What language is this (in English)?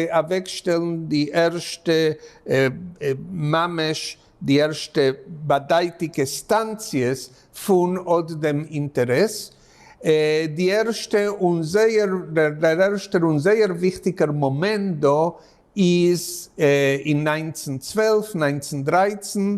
Yiddish